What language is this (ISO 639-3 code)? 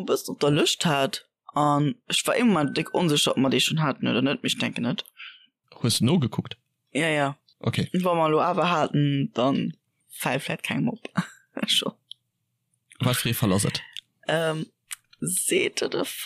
ltz